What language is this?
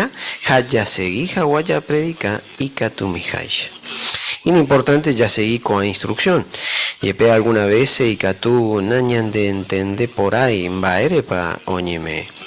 Guarani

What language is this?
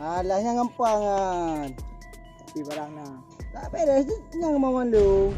Achinese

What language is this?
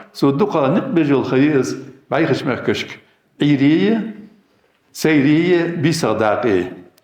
Ingush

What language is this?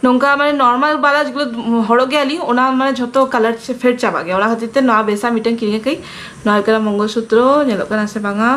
Santali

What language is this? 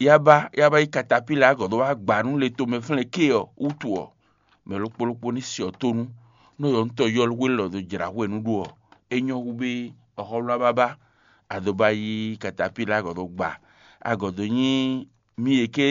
Fon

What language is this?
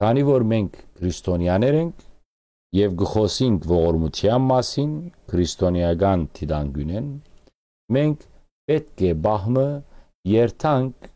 Western Armenian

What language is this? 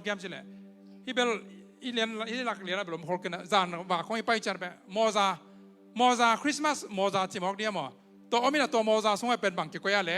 Tedim Chin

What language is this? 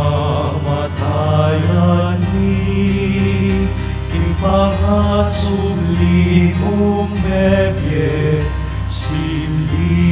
Pampanga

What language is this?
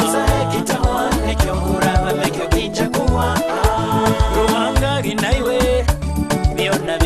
Nyoro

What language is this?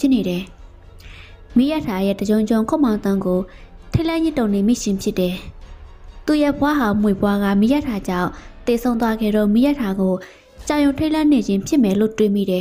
Burmese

